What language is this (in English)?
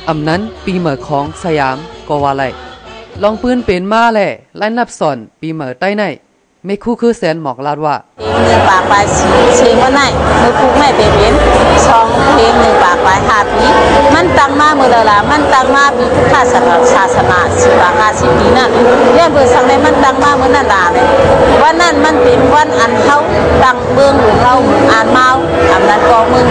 Shan